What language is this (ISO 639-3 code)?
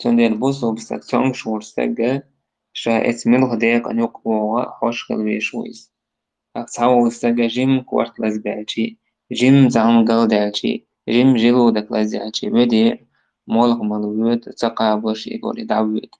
che